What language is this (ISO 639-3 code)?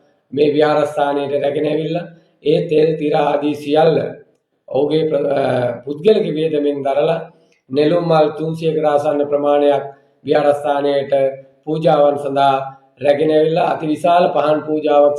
sin